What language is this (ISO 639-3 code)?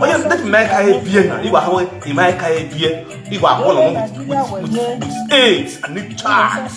pcm